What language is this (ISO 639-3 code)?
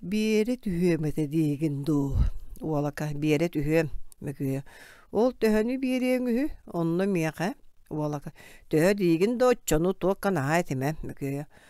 sah